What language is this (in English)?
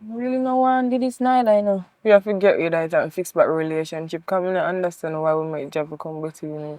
Jamaican Creole English